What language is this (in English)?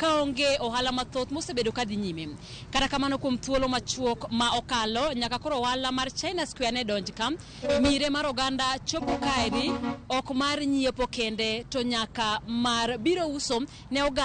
Luo (Kenya and Tanzania)